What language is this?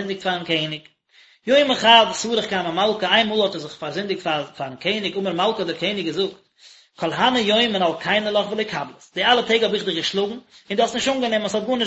Yiddish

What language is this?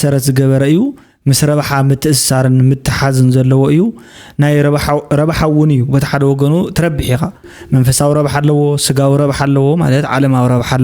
Tigrinya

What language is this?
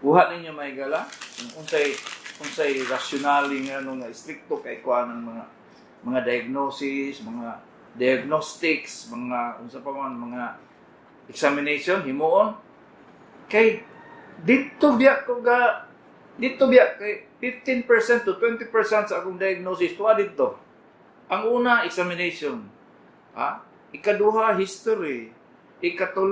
Cebuano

